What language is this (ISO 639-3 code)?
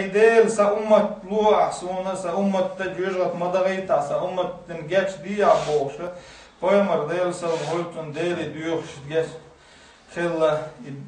che